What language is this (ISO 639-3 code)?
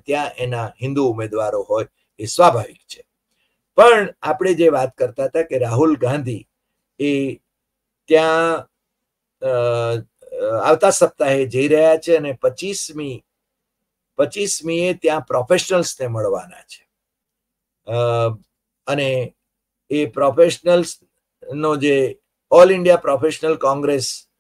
guj